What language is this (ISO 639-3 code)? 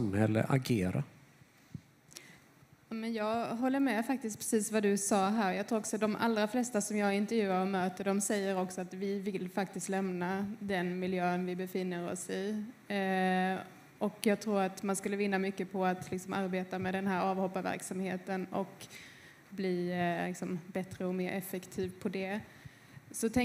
swe